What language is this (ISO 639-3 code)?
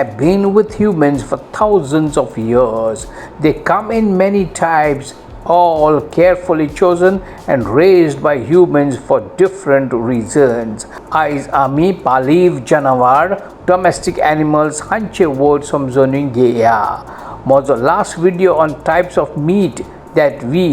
kok